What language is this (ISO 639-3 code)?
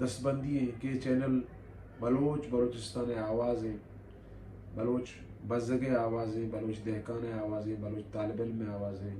bal